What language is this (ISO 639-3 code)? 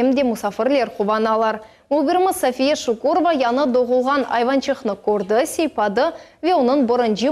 crh